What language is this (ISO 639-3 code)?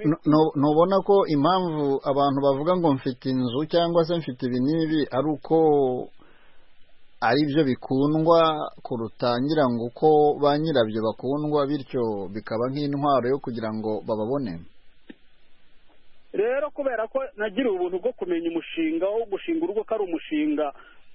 kin